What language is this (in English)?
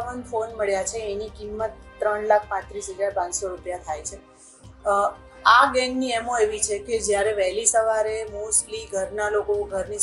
Gujarati